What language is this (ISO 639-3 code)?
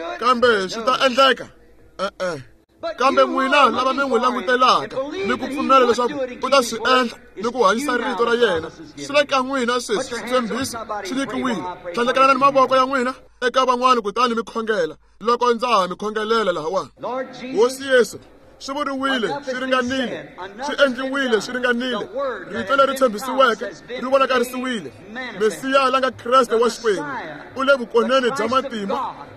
tso